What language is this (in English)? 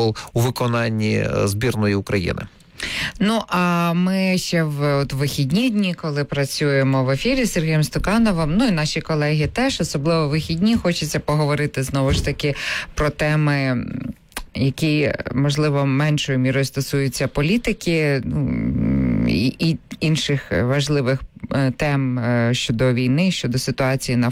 Ukrainian